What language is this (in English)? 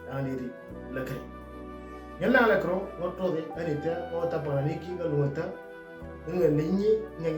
Moro